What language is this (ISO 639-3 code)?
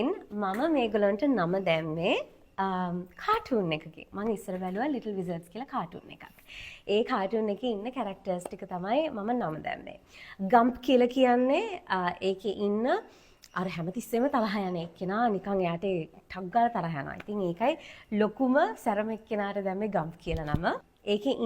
sin